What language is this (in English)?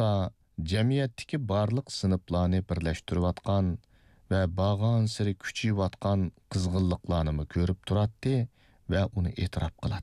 Uyghur